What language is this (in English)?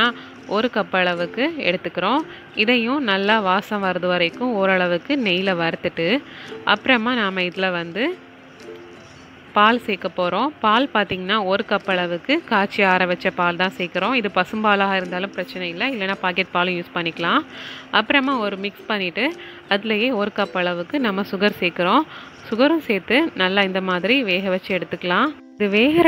Tamil